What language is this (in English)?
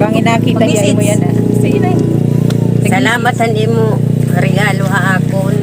Waray